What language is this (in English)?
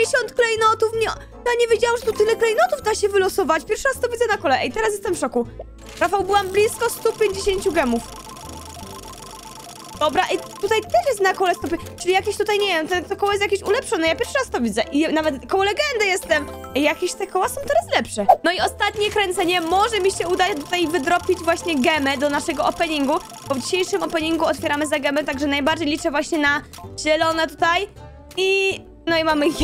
Polish